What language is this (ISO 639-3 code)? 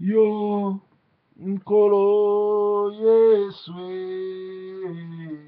lin